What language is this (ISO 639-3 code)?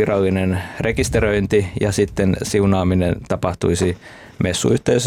fin